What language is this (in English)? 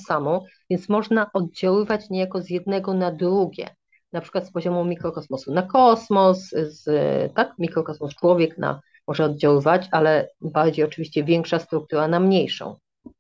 Polish